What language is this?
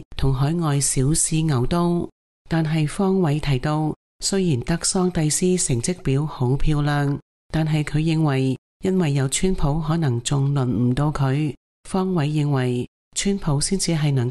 Cantonese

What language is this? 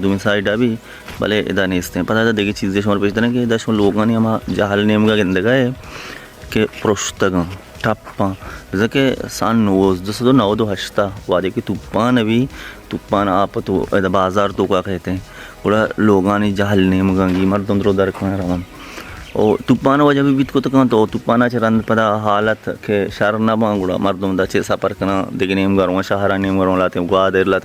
Baluchi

